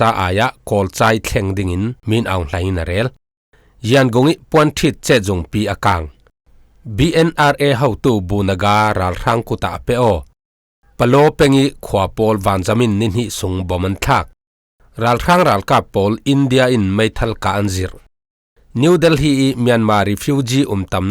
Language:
Falam Chin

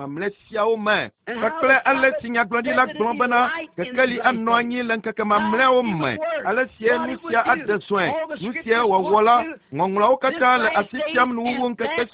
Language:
Ewe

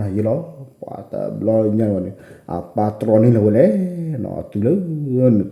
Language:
S'gaw Karen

